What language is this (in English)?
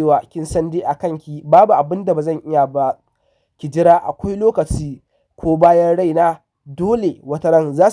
Hausa